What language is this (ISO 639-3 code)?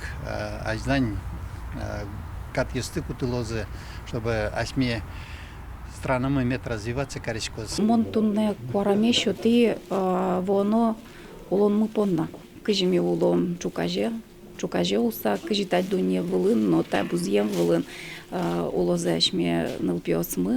udm